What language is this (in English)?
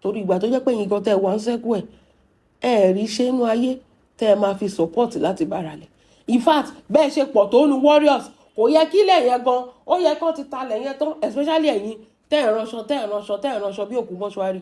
Yoruba